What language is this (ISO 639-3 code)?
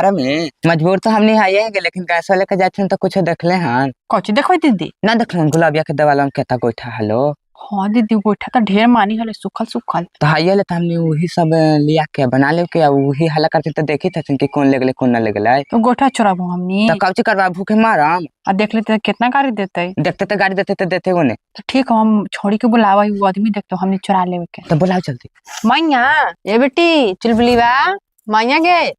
mag